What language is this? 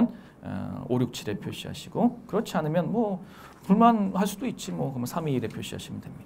Korean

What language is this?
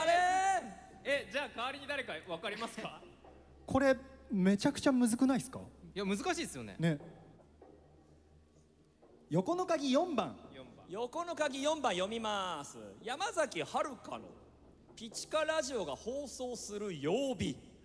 Japanese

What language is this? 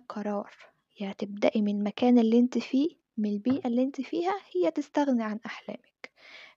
Egyptian Arabic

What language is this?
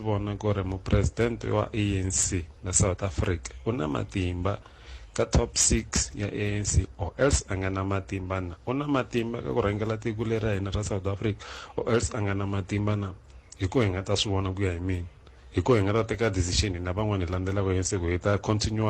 Tsonga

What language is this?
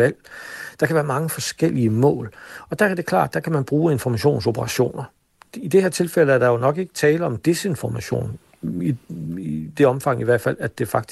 Danish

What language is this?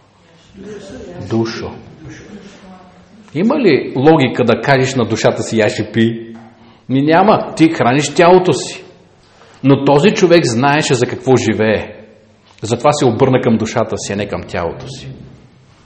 Bulgarian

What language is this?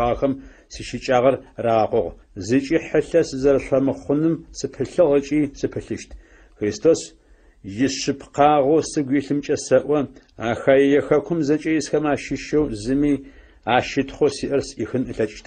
Adyghe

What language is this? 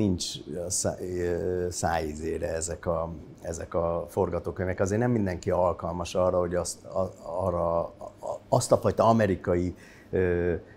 Hungarian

